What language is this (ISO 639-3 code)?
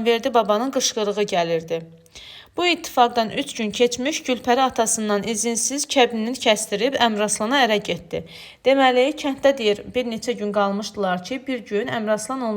aze